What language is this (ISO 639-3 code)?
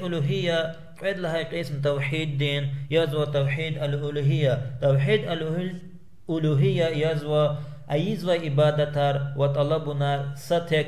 lez